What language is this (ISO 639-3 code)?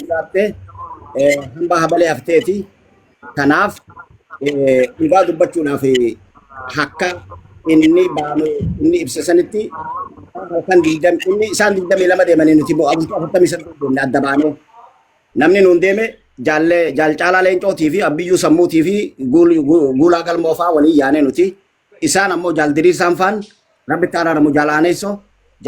orm